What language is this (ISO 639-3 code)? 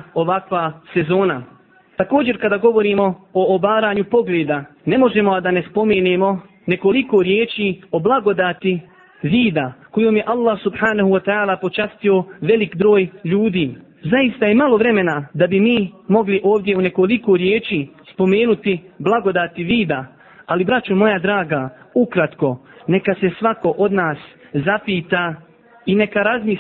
bos